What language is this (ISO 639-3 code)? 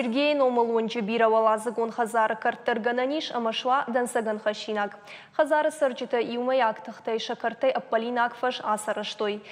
oss